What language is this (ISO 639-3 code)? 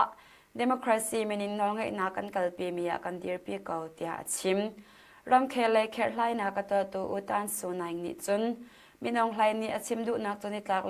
cnh